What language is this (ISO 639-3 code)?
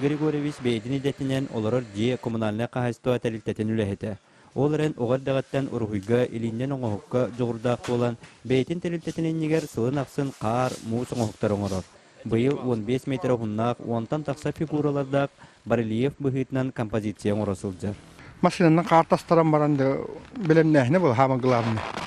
sah